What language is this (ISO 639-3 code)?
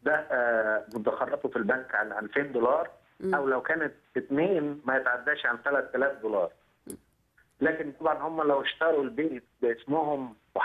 arz